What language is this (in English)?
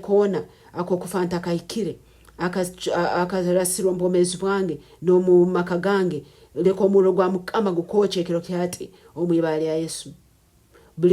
Nyankole